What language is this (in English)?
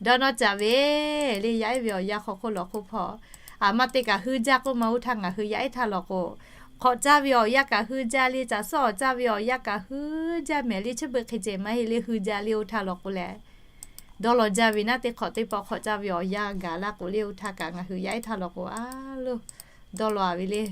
Lahu